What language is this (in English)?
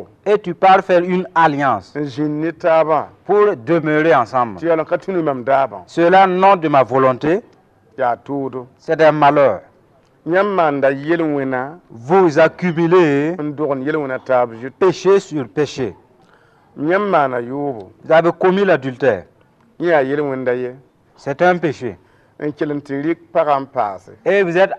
Mossi